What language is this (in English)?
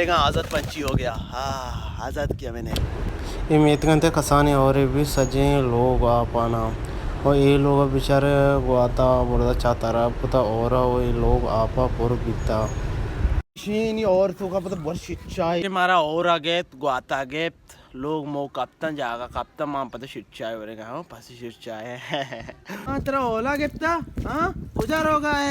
Baluchi